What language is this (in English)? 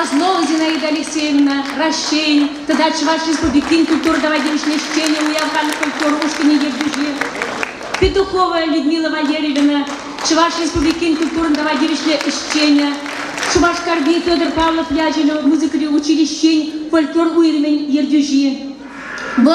Chuvash